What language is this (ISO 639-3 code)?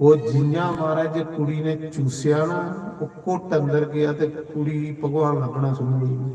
doi